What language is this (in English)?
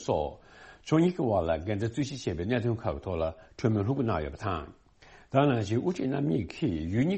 Tibetan